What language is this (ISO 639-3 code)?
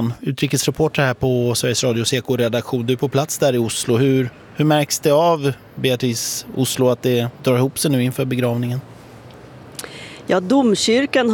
swe